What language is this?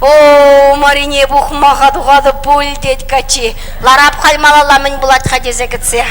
Chuvash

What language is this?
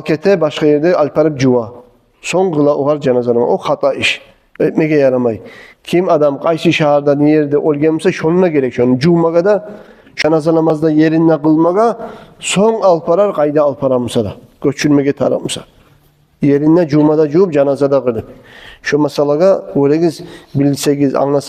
Kumyk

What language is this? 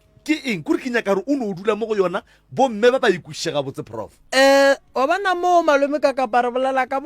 Northern Sotho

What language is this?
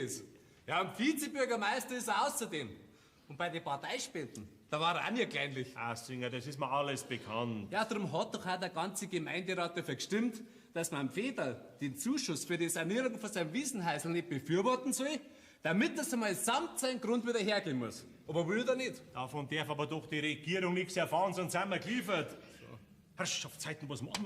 Bavarian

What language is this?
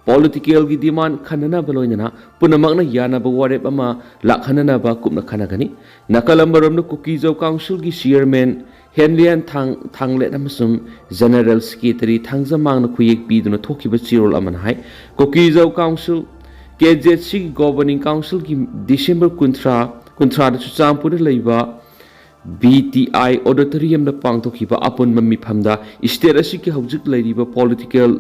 Manipuri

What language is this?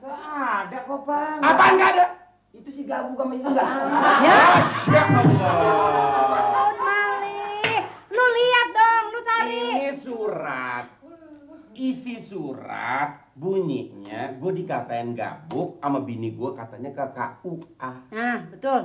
Betawi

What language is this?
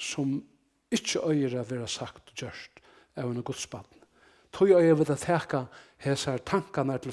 Faroese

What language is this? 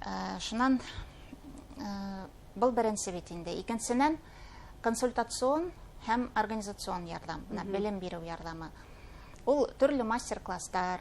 Bashkir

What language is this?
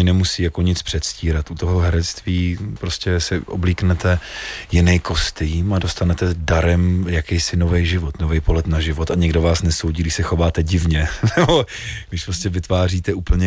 Czech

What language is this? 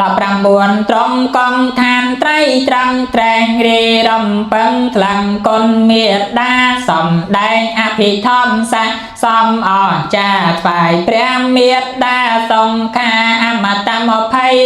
Khmer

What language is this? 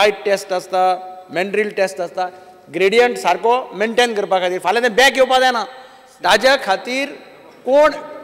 Konkani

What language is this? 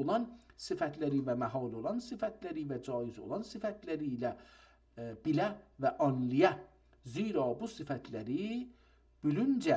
South Azerbaijani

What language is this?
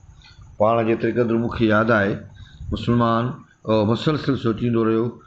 Sindhi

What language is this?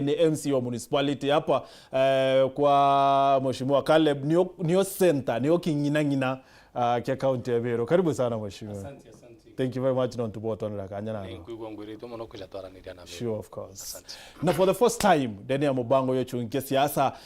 Meru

